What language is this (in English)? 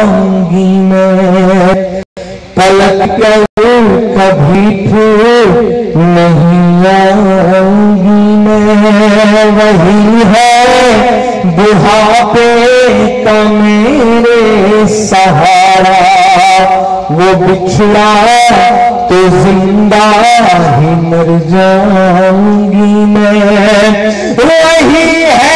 Hindi